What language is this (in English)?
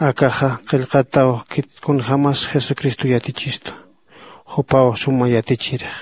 Aymara